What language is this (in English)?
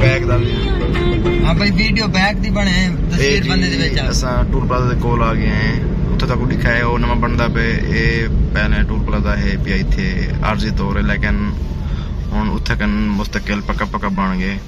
Saraiki